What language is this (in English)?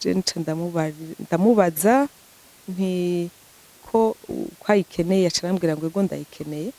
Rundi